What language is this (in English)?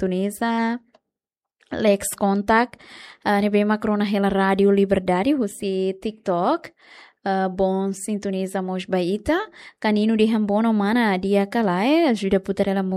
Tetum